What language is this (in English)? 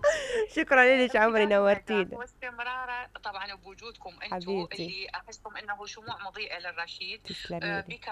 Mesopotamian Arabic